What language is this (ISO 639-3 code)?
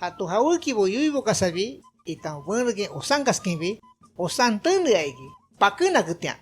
shp